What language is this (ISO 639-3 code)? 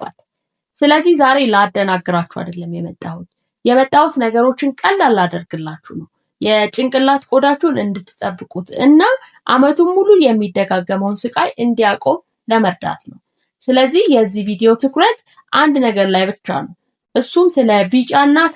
amh